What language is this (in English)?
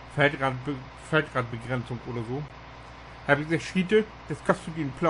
Low German